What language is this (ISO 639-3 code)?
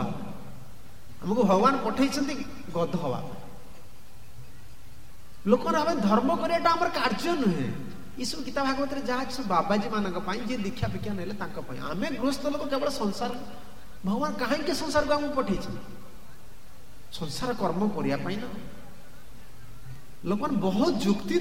ori